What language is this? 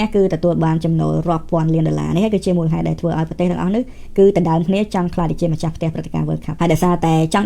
Khmer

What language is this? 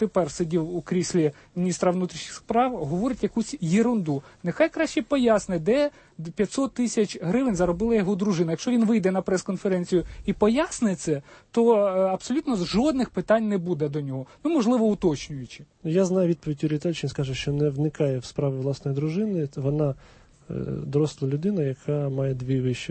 Ukrainian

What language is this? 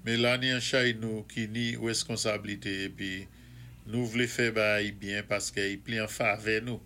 Saint Lucian Creole French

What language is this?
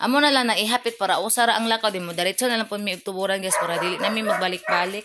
Cebuano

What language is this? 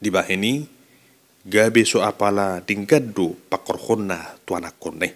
Batak Toba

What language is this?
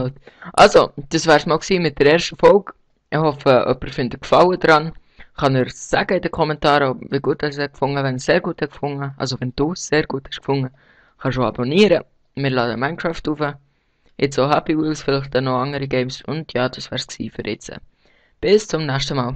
Swiss German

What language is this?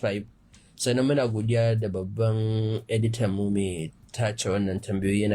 Hausa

